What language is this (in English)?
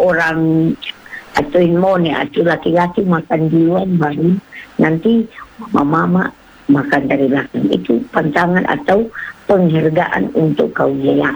Indonesian